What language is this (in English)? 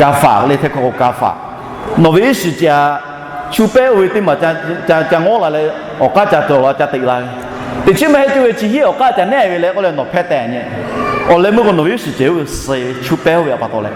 Lahu